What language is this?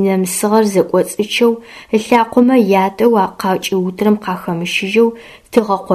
Adyghe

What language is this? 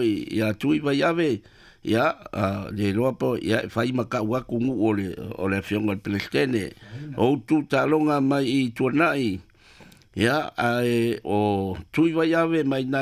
Samoan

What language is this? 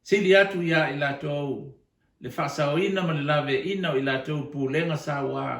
Samoan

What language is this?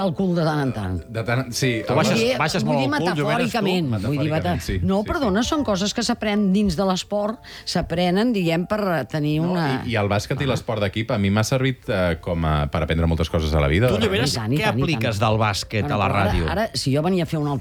Catalan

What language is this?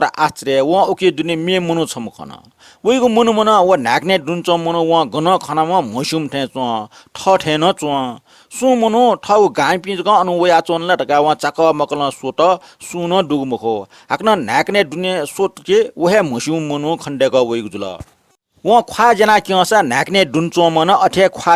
Newari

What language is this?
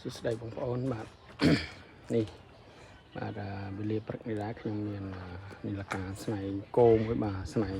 Khmer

